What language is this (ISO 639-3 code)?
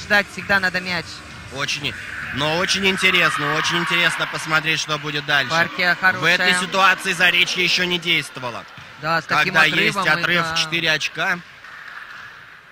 rus